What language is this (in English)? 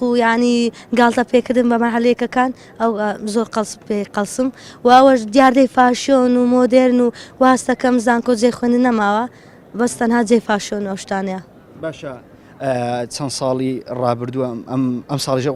Central Kurdish